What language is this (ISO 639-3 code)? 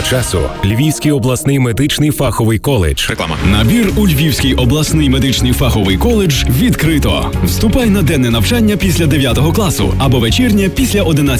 ukr